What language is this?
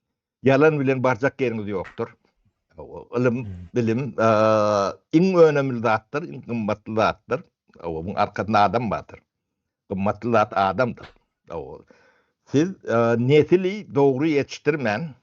Turkmen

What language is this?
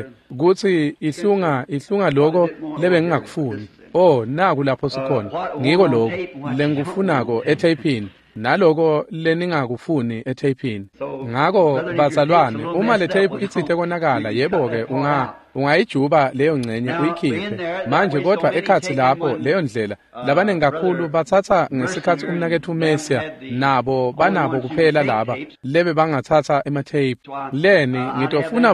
Swati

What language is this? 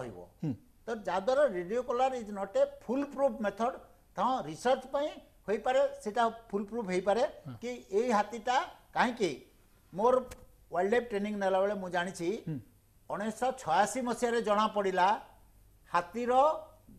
Odia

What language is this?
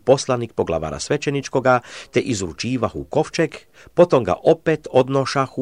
Croatian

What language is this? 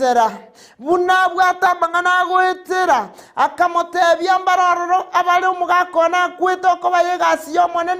Gusii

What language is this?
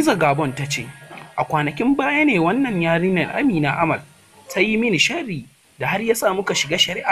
Hausa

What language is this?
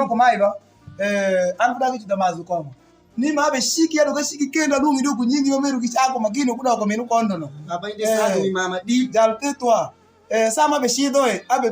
Alur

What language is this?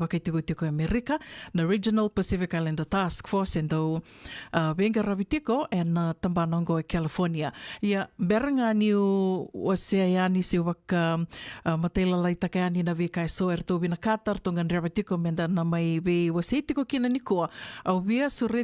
Fijian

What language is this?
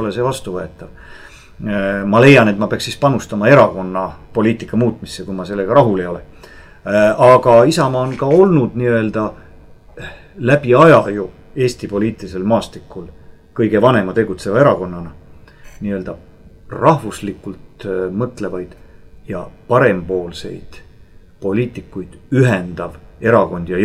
Estonian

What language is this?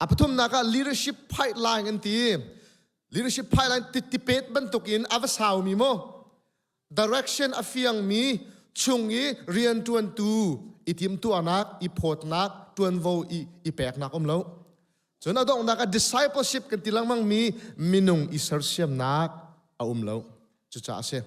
Hakha Chin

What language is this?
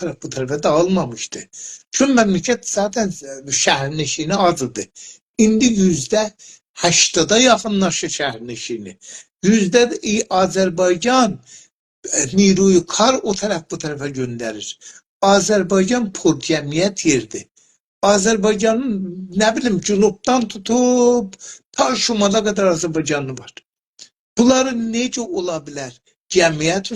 South Azerbaijani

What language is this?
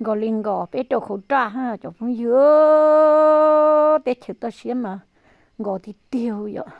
Hmong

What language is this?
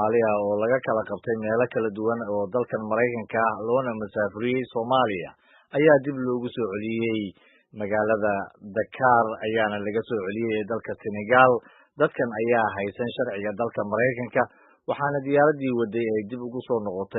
Somali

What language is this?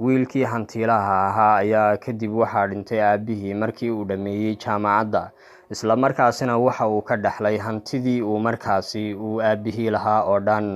Somali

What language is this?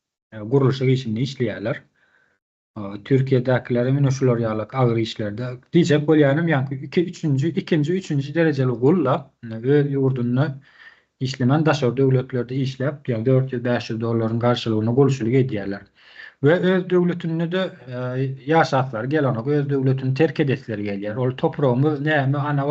Turkmen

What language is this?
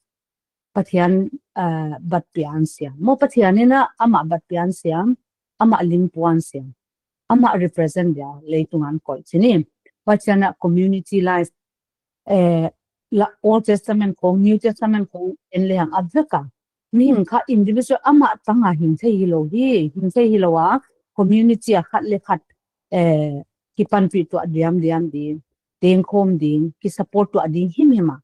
Paite Chin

